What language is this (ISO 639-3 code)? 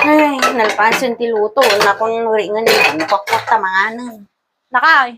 ilo